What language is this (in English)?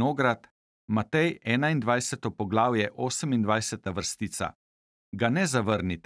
Slovenian